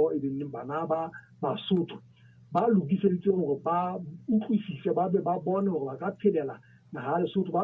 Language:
Southern Sotho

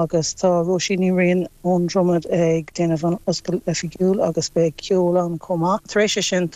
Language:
Irish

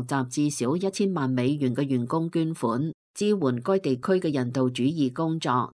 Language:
Cantonese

